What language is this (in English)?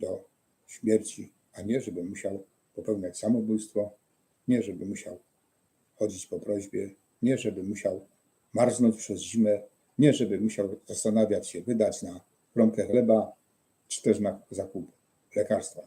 Silesian